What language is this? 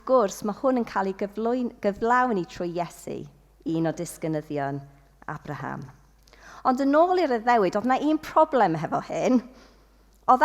Welsh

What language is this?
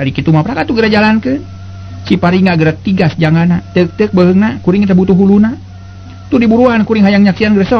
Sundanese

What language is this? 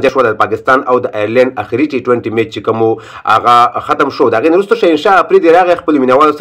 Pashto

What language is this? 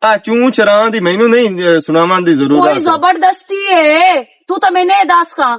Western Panjabi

